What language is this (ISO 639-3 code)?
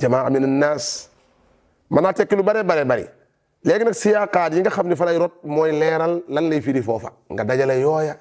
wol